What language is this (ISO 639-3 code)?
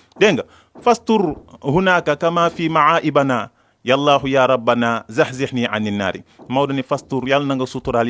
wol